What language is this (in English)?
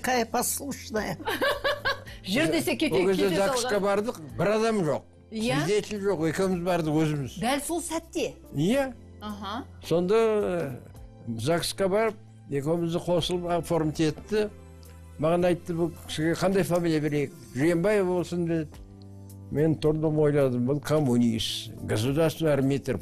Kazakh